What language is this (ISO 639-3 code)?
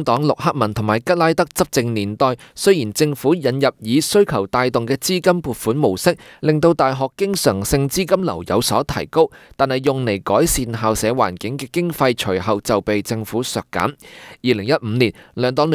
yue